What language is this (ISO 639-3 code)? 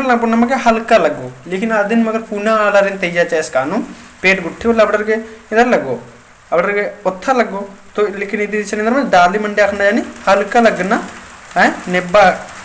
kru